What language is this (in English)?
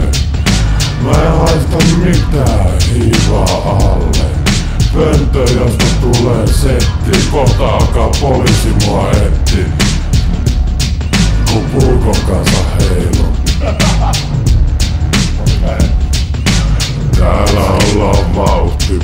Finnish